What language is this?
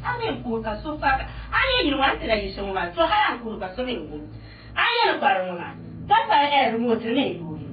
Dagbani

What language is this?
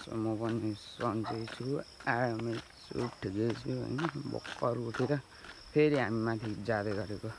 Nepali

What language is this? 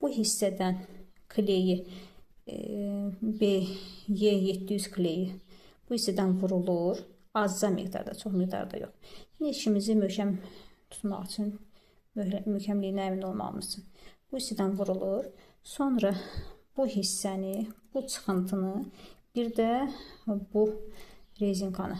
Azerbaijani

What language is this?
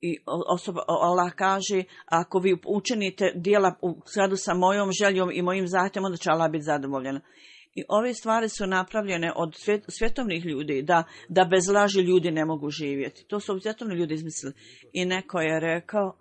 Bosnian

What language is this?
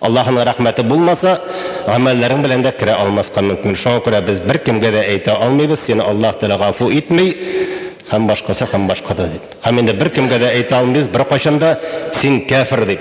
Tatar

